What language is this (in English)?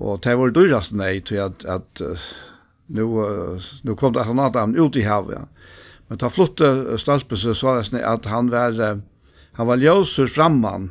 Faroese